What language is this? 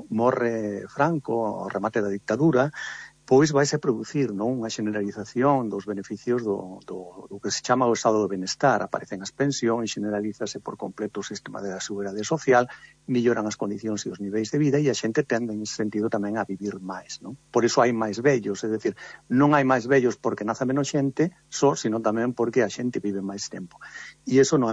Galician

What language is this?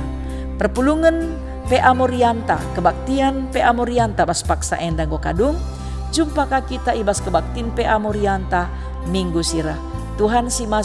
Batak Karo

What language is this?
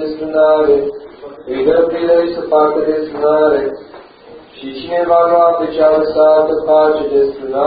Romanian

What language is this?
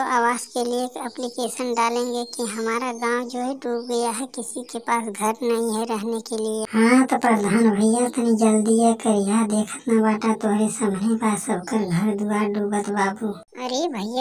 Bhojpuri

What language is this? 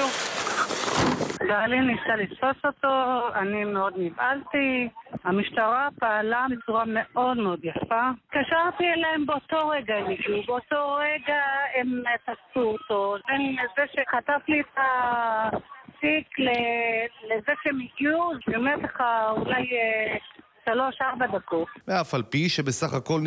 Hebrew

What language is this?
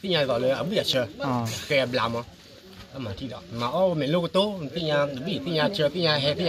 S'gaw Karen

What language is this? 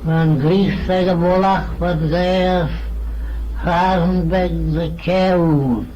Manx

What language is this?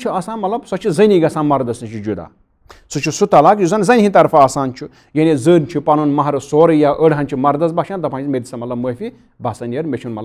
Kashmiri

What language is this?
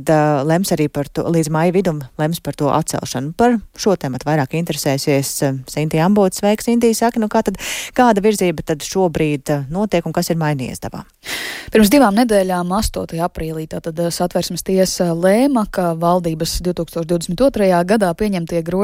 Latvian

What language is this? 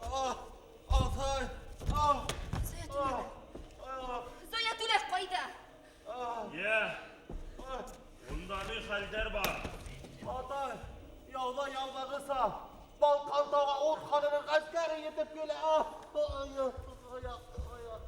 Bashkir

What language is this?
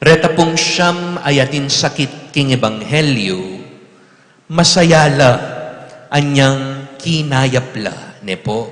Pampanga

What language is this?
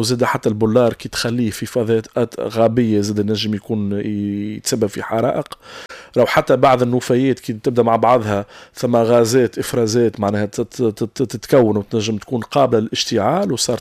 Tunisian Arabic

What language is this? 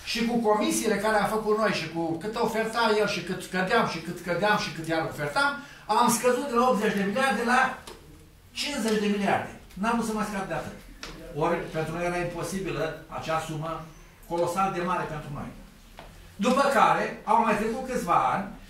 Romanian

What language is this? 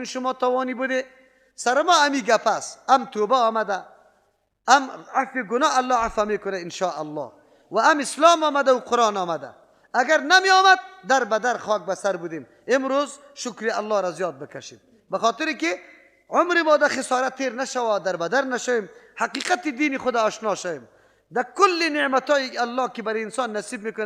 Persian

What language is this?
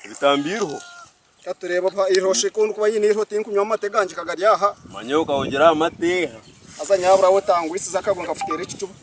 Nyankole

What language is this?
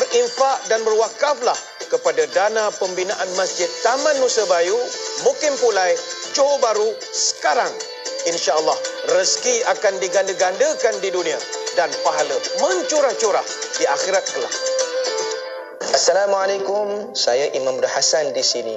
Malay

